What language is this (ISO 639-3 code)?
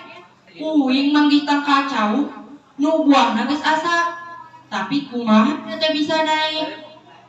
sun